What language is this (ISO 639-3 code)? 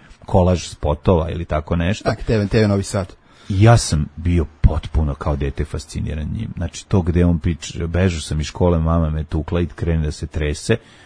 srp